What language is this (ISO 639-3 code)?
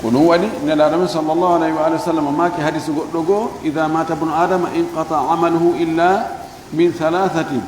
ful